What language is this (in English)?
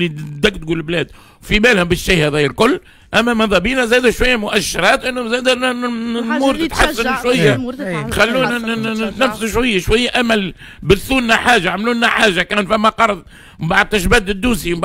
Tunisian Arabic